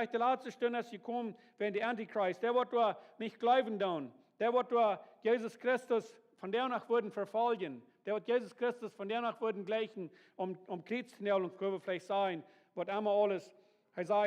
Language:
Plautdietsch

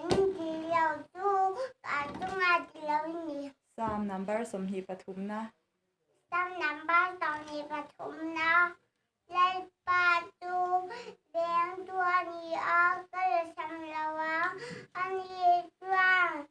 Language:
Mizo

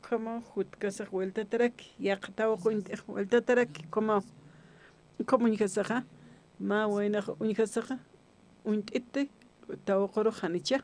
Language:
Aymara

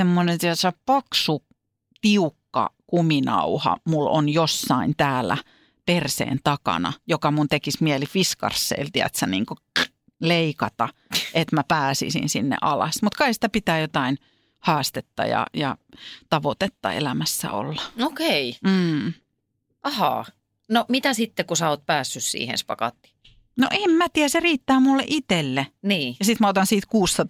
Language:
Finnish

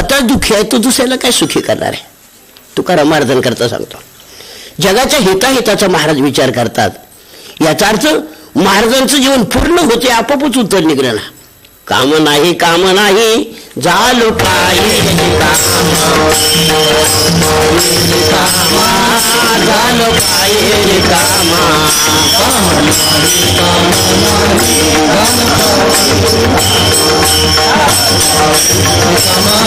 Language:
Marathi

